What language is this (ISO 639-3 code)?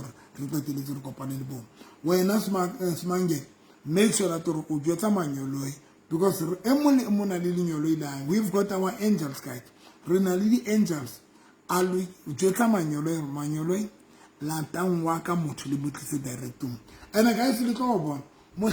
sot